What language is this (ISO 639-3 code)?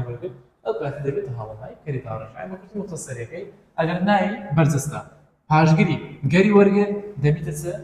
ckb